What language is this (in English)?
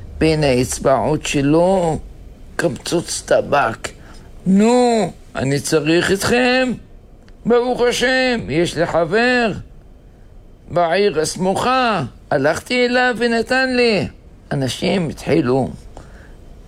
Hebrew